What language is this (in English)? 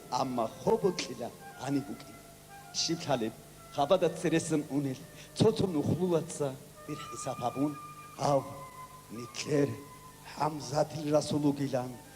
Avaric